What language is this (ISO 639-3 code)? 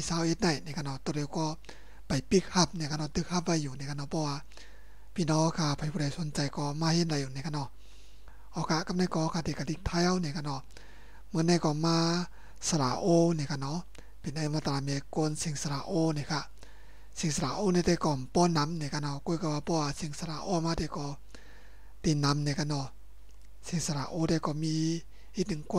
shn